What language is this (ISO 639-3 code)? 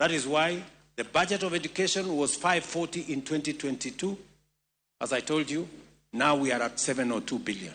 luo